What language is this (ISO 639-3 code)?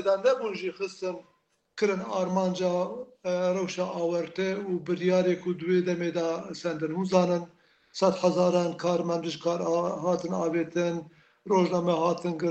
kur